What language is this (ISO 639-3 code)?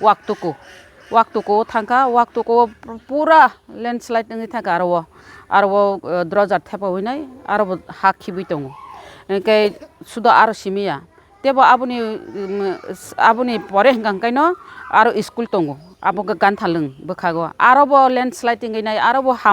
trp